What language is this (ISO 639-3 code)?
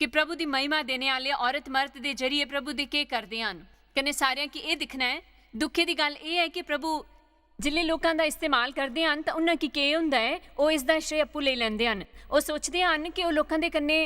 doi